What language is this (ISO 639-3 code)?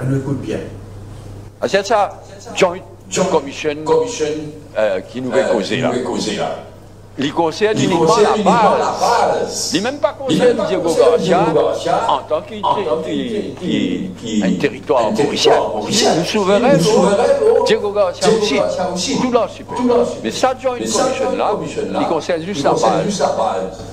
mfe